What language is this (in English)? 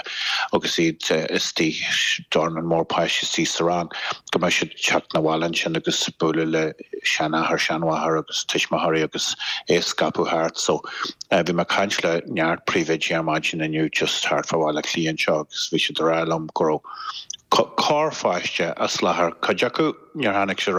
Irish